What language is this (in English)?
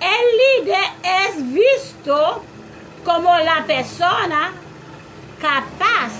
Haitian Creole